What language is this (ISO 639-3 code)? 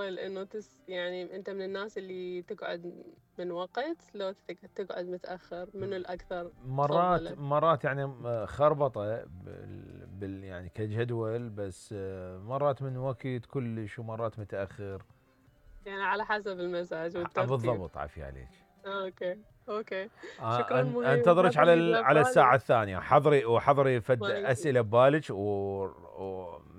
acm